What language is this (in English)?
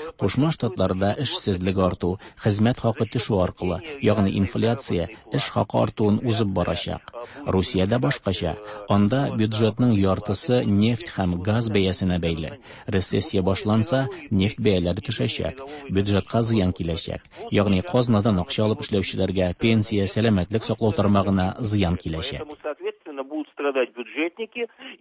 Tatar